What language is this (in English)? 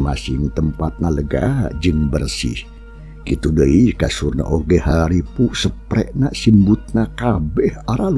Sundanese